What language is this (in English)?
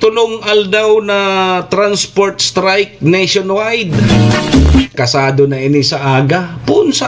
Bikol